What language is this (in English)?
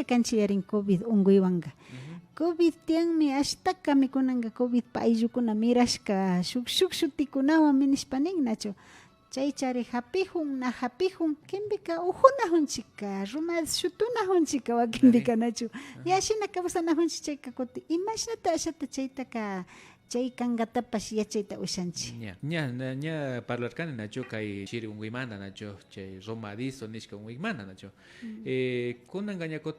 Imbabura Highland Quichua